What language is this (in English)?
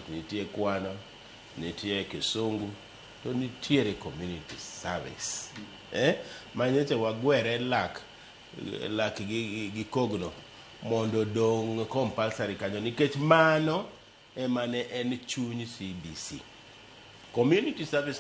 Luo (Kenya and Tanzania)